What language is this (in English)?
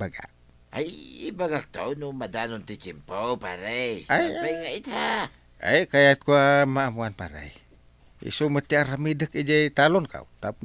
Iloko